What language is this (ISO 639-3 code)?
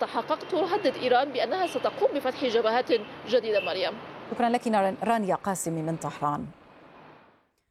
ara